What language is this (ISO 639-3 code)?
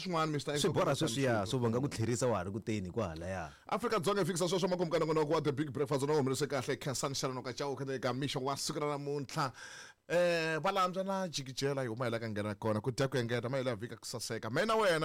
tso